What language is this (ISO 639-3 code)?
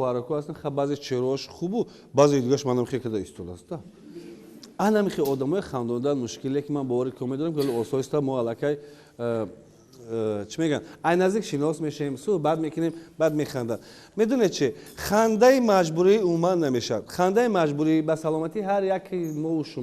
tgk